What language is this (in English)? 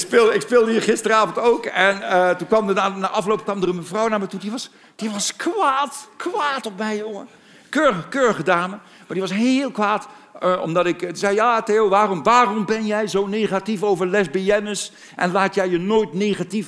Dutch